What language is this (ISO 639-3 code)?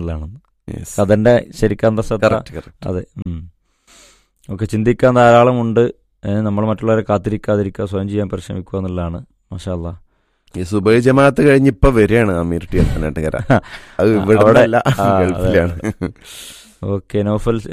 mal